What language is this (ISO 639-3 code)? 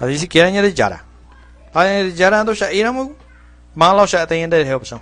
grn